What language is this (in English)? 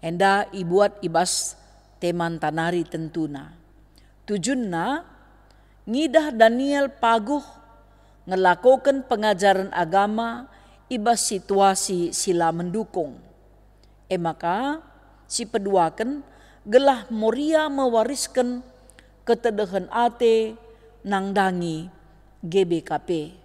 Batak Karo